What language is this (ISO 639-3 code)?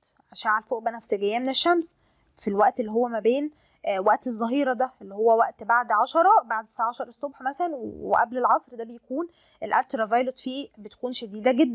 arz